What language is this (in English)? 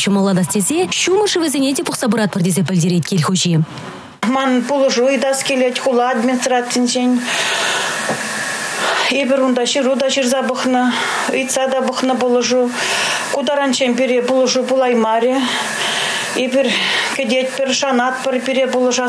Chuvash